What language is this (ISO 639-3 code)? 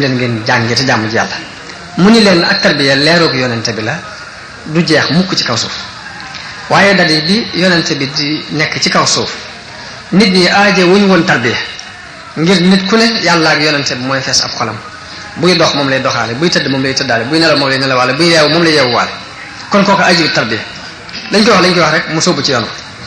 wol